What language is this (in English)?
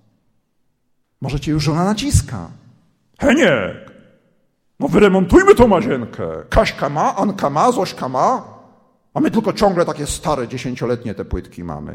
Polish